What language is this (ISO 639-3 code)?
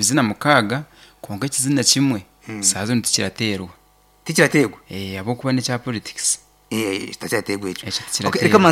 nyn